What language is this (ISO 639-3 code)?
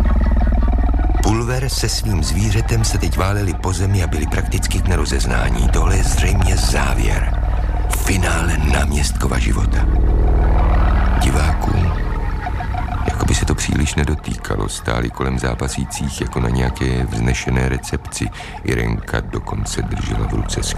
ces